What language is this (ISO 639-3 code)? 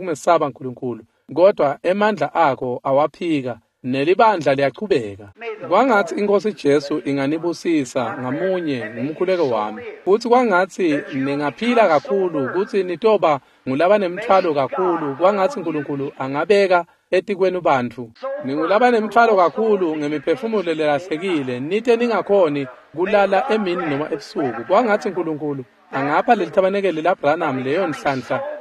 ssw